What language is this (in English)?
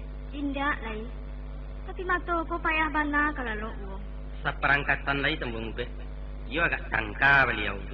Minangkabau